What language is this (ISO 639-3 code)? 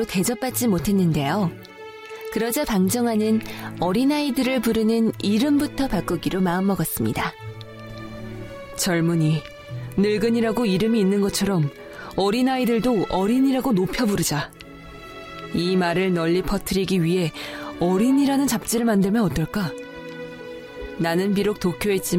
kor